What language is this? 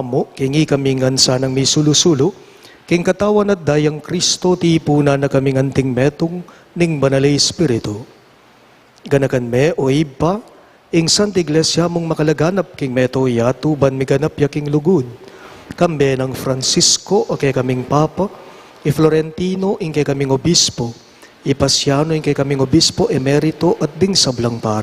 Pampanga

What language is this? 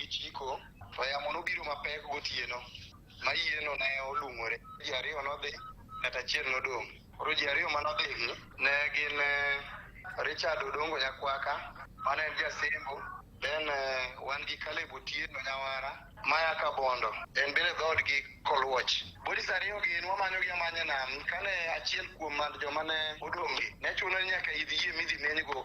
Luo (Kenya and Tanzania)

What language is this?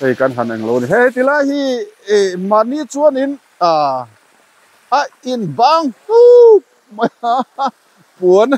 Mizo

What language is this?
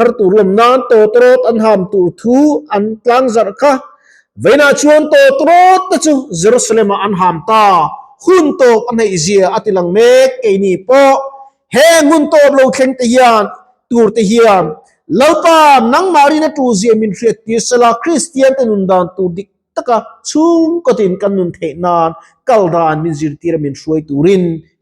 Mizo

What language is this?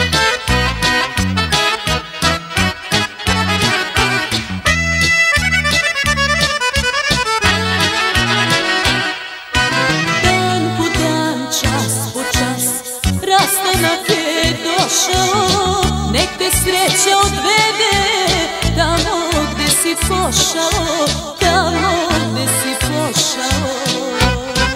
Serbian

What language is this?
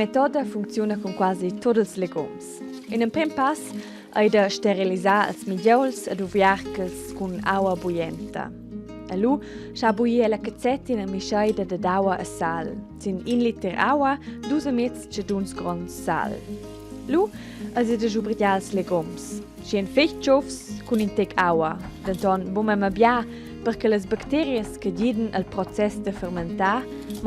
Romansh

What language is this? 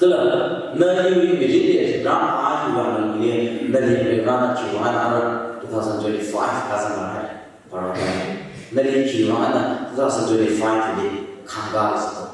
Tangkhul Naga (India)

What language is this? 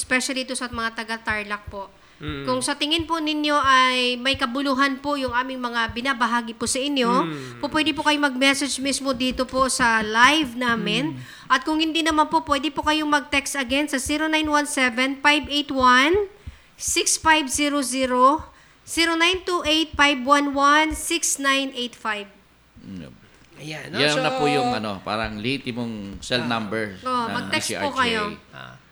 Filipino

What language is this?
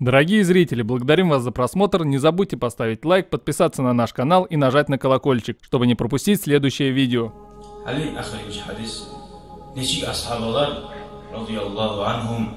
Kumyk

